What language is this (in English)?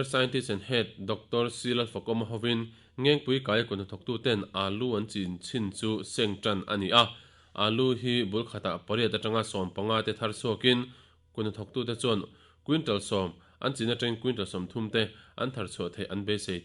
Mizo